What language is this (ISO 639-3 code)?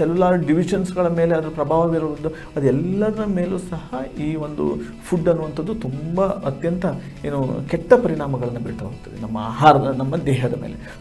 kan